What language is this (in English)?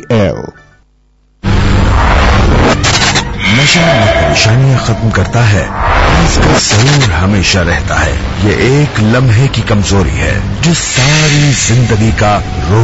Urdu